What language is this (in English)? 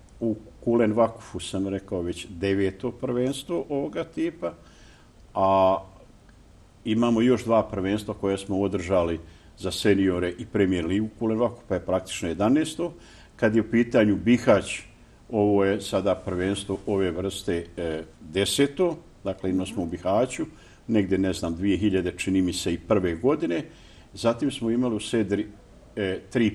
Bosnian